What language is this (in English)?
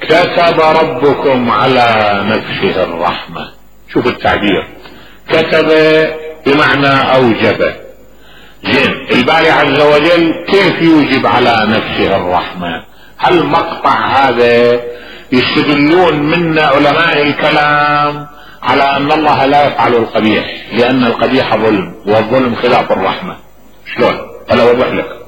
Mesopotamian Arabic